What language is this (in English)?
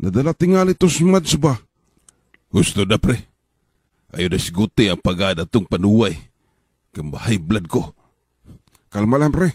Cebuano